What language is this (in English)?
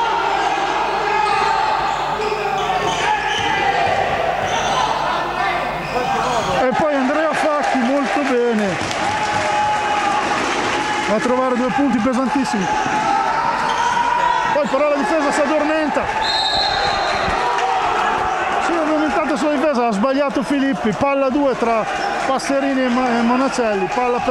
Italian